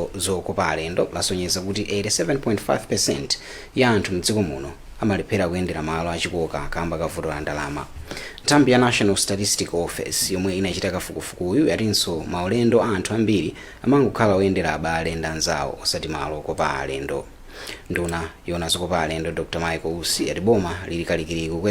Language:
Nyanja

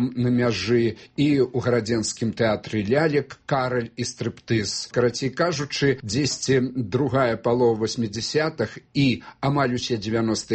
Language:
Belarusian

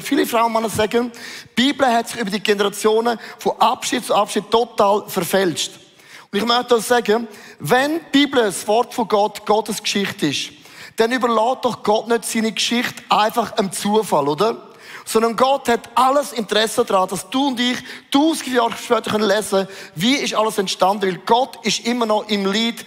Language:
Swiss German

